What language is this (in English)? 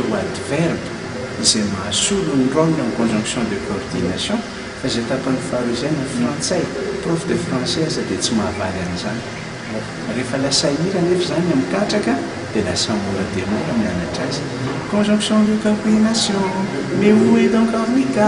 Malagasy